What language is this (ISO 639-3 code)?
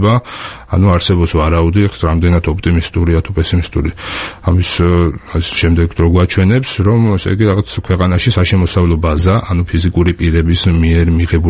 kat